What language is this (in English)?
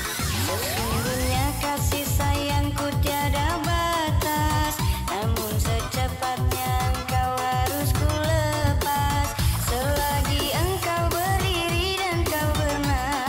Indonesian